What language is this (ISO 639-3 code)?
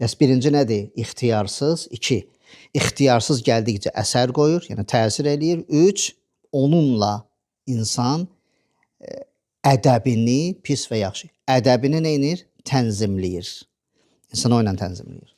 aze